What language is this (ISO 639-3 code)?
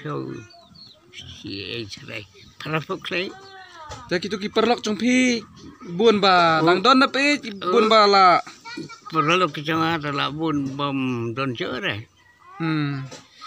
kha